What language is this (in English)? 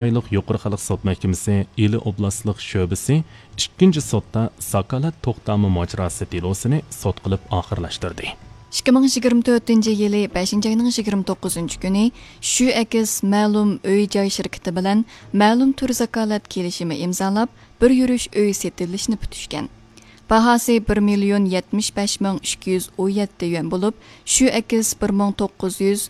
Uyghur